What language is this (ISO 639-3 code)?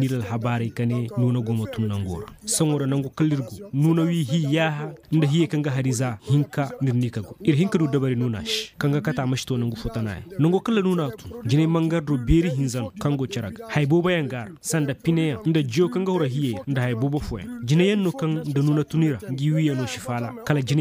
dje